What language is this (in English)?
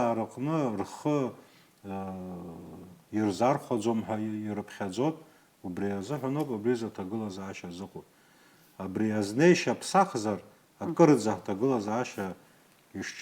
Abkhazian